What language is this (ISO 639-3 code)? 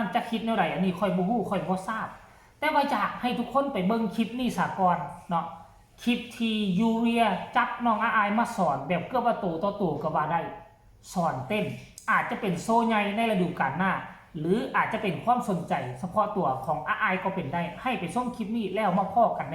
lao